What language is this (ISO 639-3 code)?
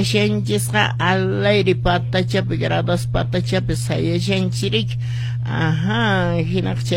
que